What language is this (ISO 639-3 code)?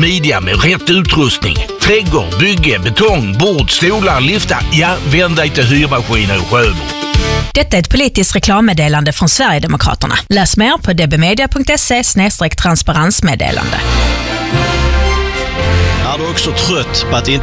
swe